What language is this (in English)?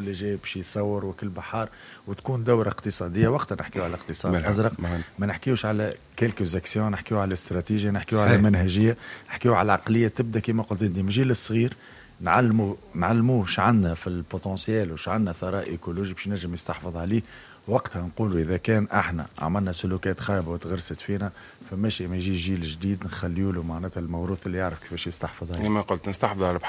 Tunisian Arabic